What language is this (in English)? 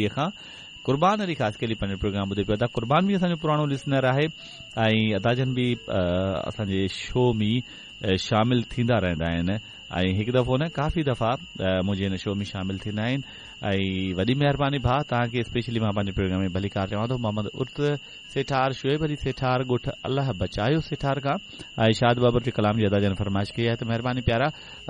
Sindhi